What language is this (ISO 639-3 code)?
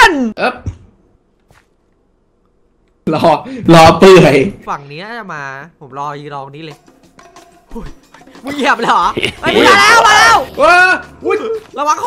tha